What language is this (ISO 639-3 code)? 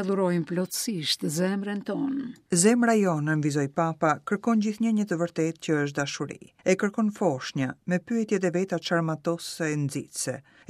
sqi